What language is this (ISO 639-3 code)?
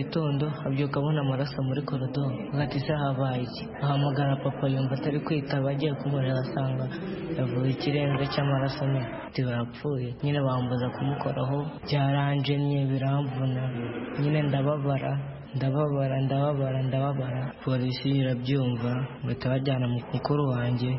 kin